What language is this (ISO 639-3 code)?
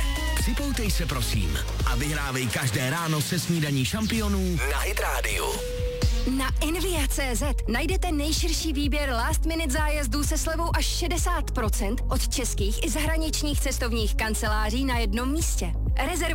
ces